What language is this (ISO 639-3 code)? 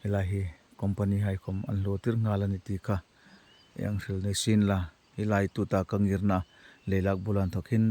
hmr